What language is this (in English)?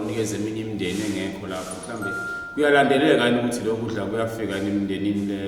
Zulu